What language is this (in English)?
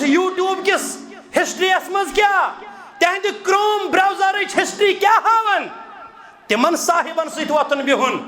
Kashmiri